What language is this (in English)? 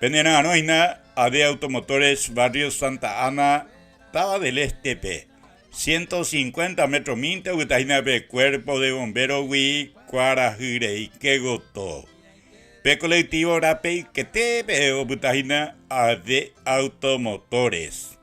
Guarani